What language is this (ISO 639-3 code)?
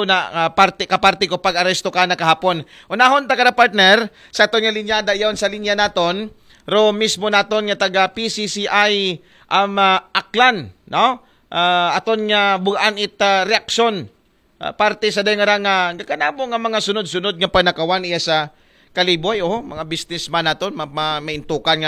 akl